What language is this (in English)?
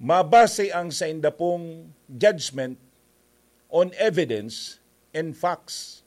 Bikol